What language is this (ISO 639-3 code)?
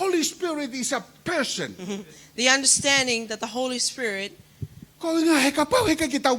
ton